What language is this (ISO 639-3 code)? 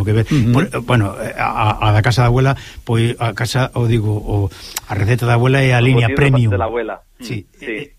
glg